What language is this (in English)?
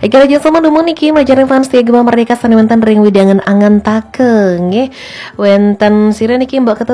Balinese